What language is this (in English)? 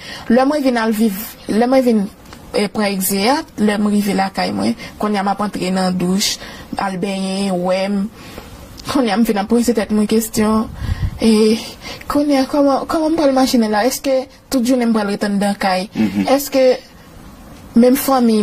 Haitian Creole